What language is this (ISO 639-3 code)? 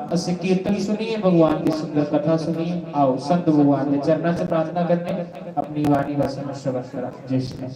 doi